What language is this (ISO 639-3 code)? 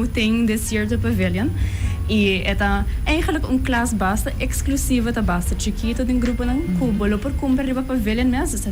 pap